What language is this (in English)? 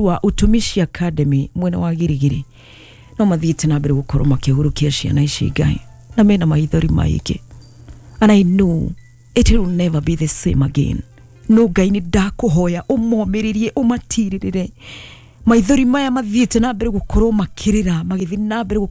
Kikuyu